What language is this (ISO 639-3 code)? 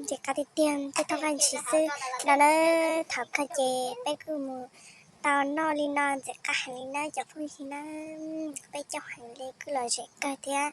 hmn